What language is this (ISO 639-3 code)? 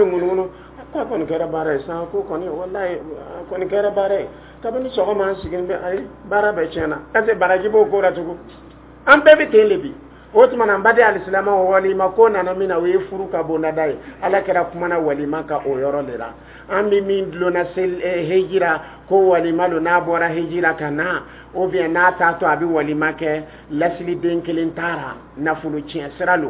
dyu